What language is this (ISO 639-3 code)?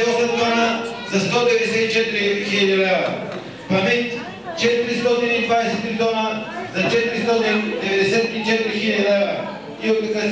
bul